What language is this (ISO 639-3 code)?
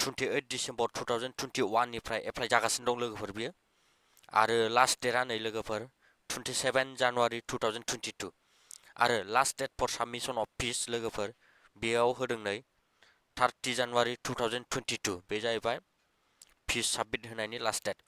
brx